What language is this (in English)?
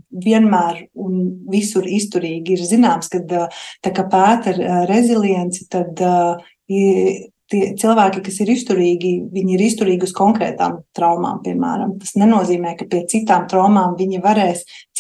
Latvian